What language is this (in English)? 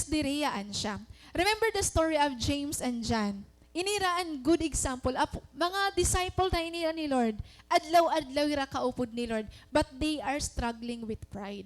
Waray